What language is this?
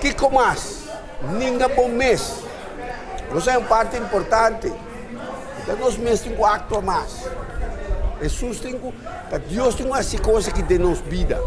Papiamento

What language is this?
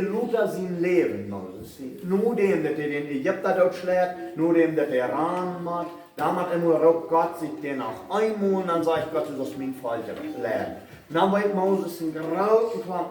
Plautdietsch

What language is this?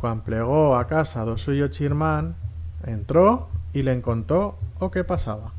Aragonese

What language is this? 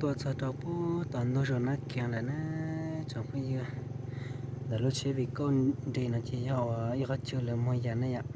Hmong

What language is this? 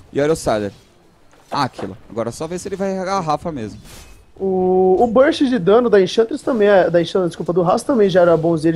Portuguese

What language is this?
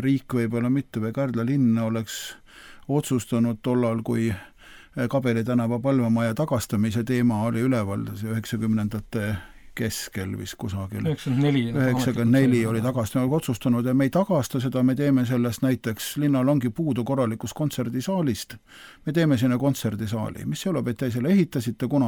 Estonian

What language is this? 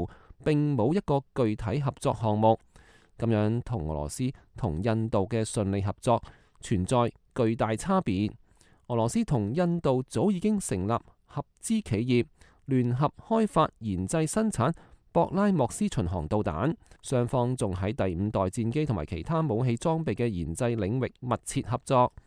Cantonese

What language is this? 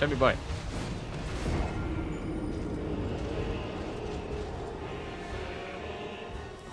Hungarian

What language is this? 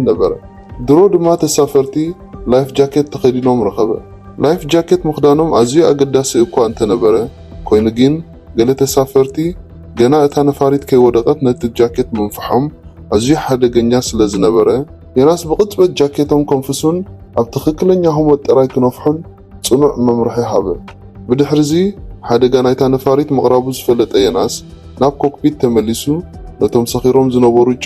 Tigrinya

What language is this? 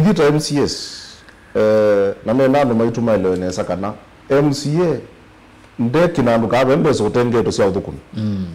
Kamba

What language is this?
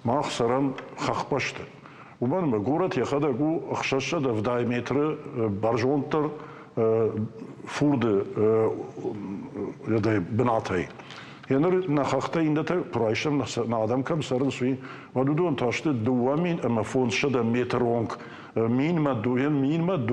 Ossetic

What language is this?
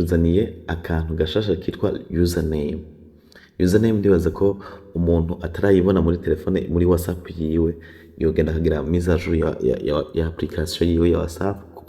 Rundi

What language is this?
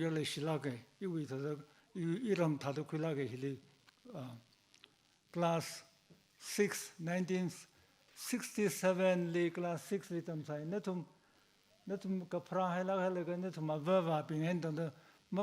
Tangkhul Naga (India)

